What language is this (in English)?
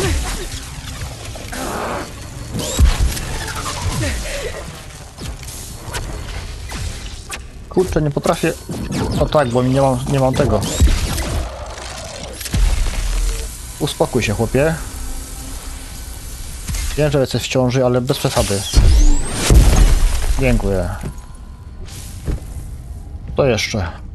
Polish